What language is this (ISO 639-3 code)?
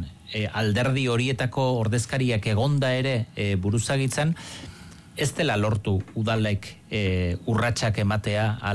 eus